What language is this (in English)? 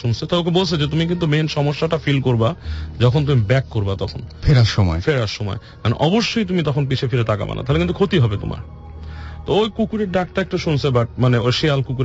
Bangla